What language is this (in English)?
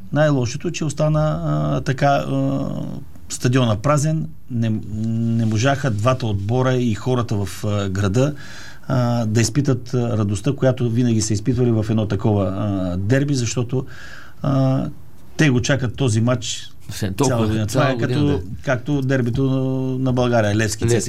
Bulgarian